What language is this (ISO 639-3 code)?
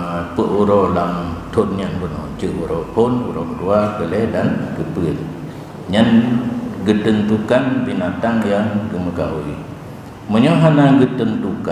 ace